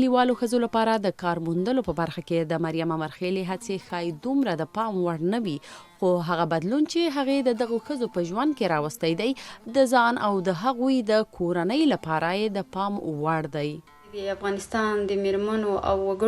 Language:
Pashto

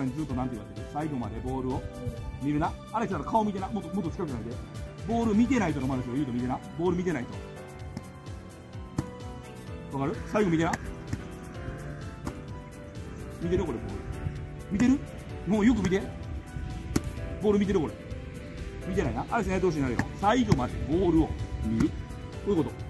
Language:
Japanese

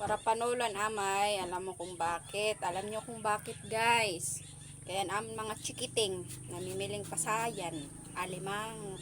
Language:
Waray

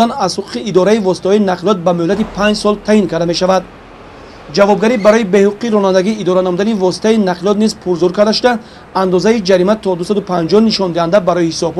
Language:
Tajik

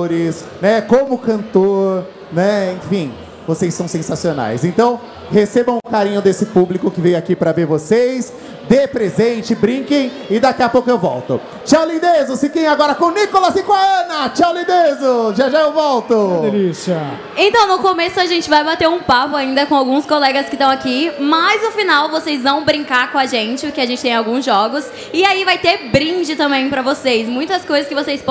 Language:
Portuguese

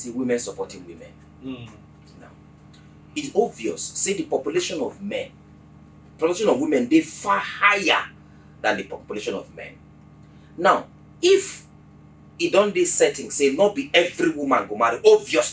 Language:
Nigerian Pidgin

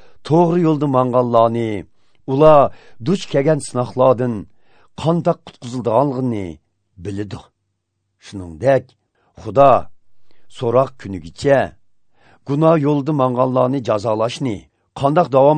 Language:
Uzbek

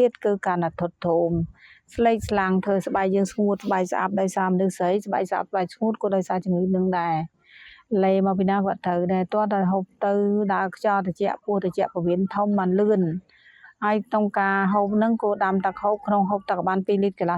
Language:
Khmer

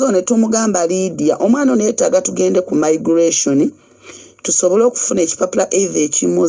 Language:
Ganda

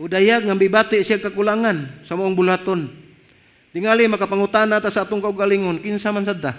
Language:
Cebuano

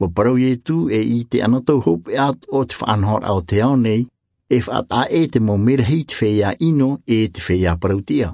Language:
Tahitian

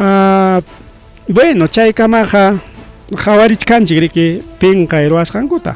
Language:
Ayacucho Quechua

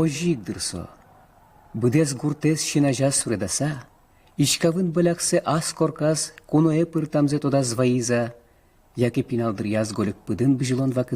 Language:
Udmurt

